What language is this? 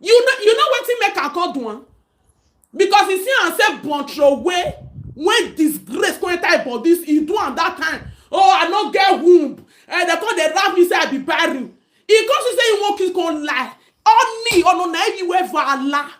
Nigerian Pidgin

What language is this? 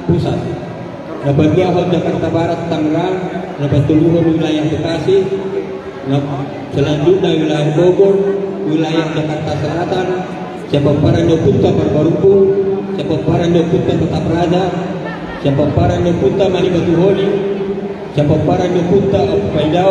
Batak Toba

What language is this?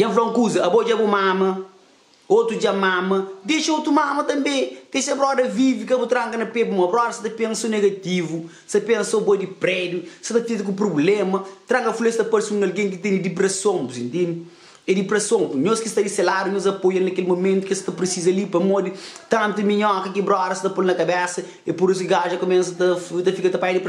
Kabuverdianu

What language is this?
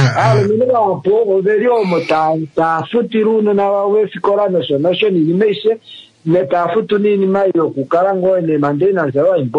Kuanyama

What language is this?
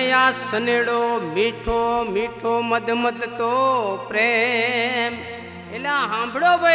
Gujarati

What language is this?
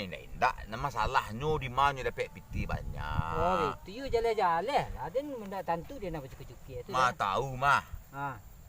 Minangkabau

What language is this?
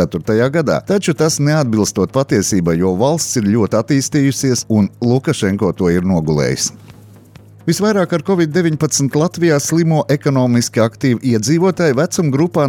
Latvian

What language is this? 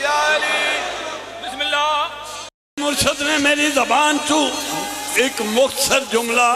Pahari-Potwari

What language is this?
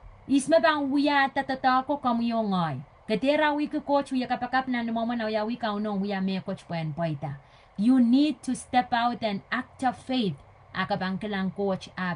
Pohnpeian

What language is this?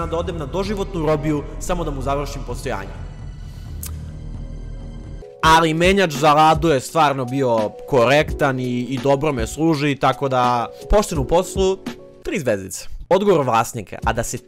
Serbian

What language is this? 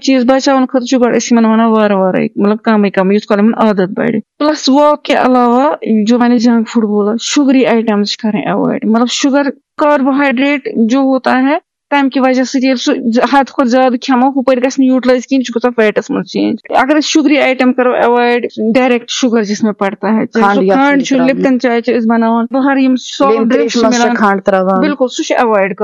Kashmiri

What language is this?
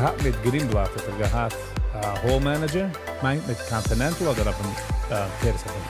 Yiddish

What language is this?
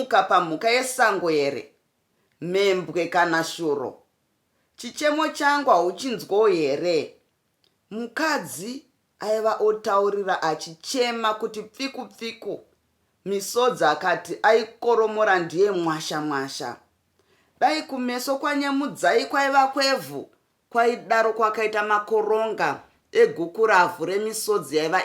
Shona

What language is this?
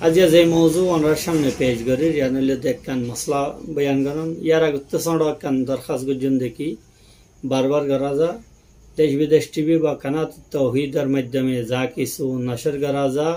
Rohingya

